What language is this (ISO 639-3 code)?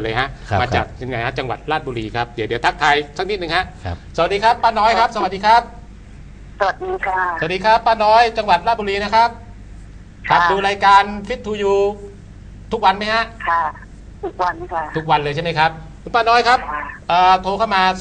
tha